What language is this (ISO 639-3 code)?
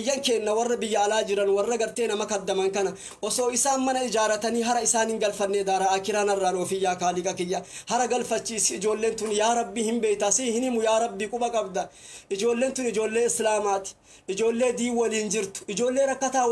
orm